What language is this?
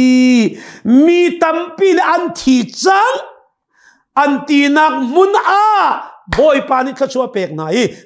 Hakha Chin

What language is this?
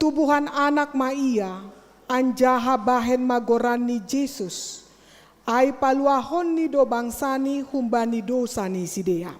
Batak Simalungun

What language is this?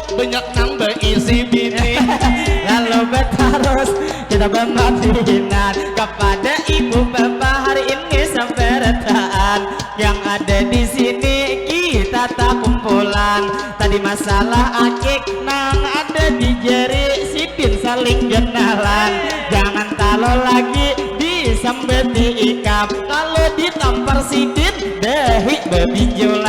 Banjar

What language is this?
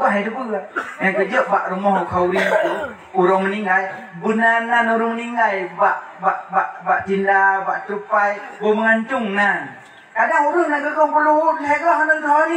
Achinese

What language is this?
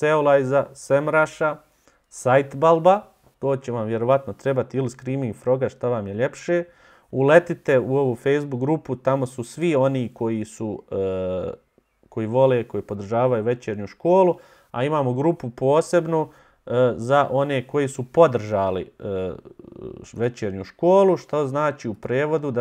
Bosnian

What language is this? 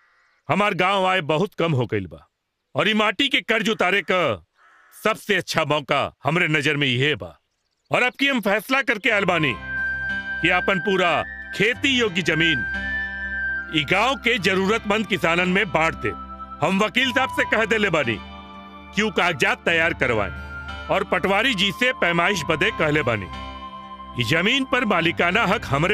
Bhojpuri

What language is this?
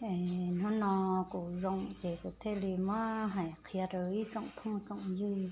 Hmong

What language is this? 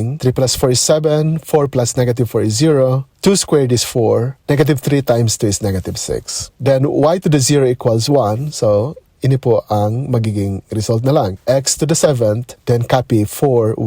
Bikol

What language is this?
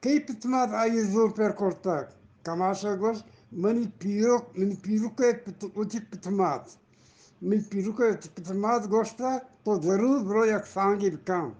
Eastern Balochi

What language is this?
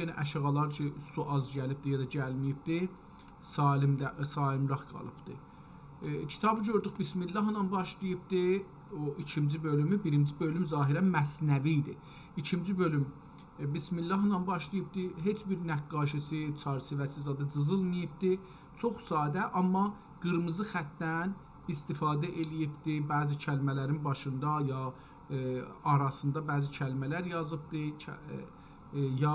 South Azerbaijani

